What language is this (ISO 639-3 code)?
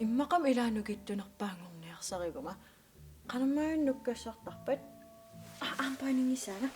kal